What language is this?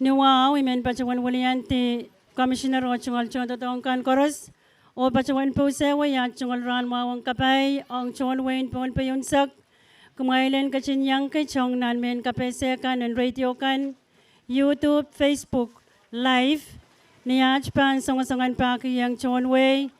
Pohnpeian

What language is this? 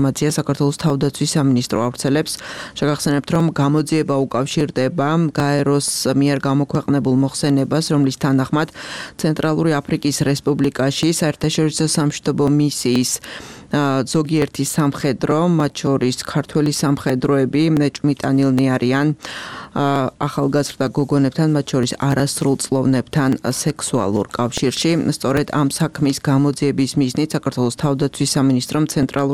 Georgian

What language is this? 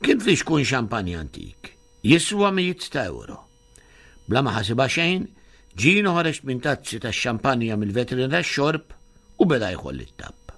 Maltese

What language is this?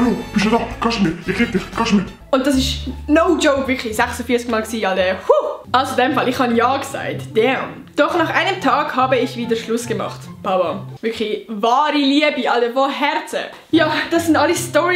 Swiss German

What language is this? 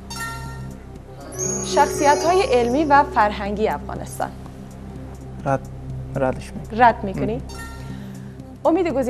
Persian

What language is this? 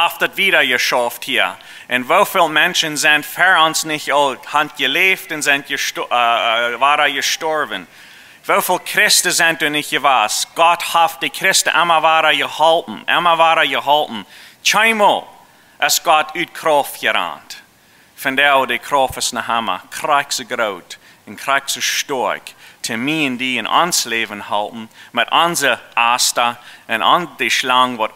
Plautdietsch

